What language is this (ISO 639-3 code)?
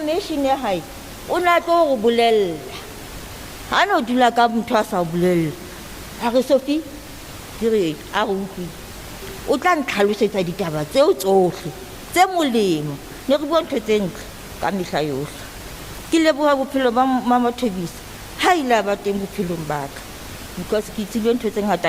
sot